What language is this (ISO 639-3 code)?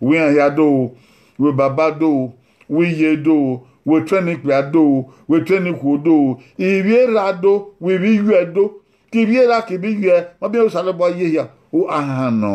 bin